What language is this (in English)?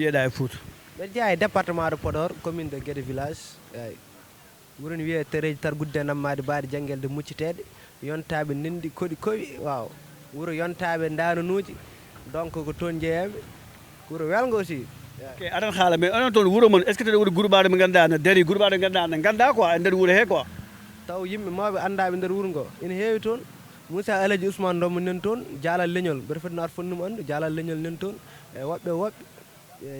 Fula